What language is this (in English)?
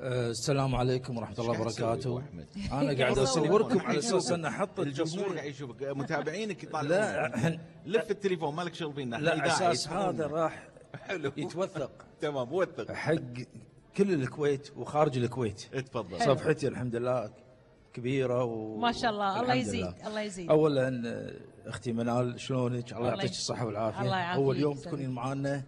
Gulf Arabic